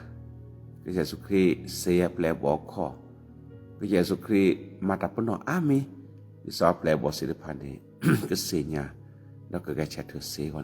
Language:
S'gaw Karen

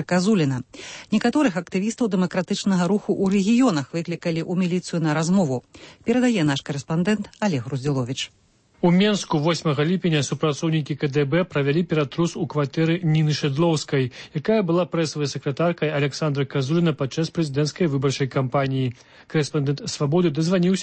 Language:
Belarusian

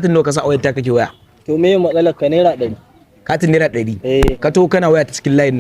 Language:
Hausa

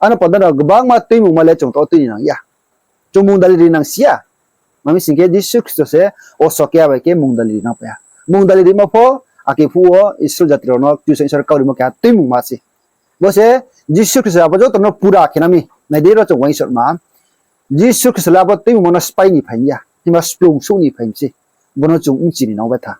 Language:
Riang (India)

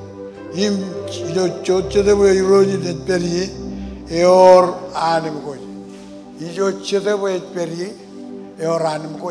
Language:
Marshallese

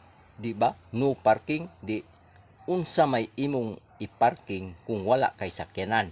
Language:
Cebuano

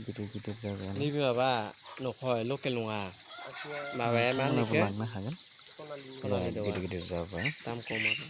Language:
Bodo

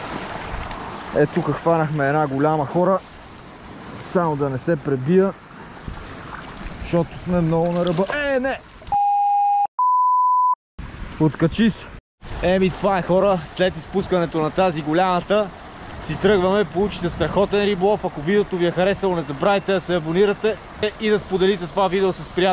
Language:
Bulgarian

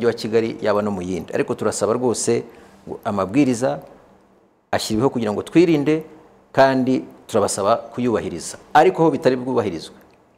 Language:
Kinyarwanda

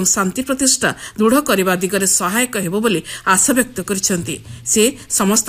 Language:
Odia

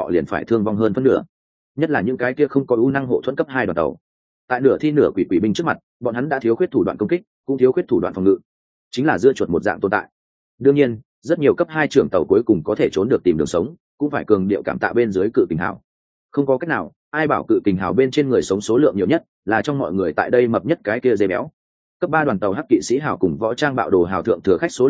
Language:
Vietnamese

